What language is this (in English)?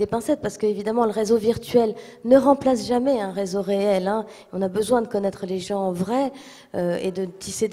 French